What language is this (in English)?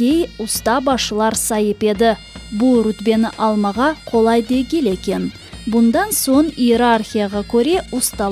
Crimean Tatar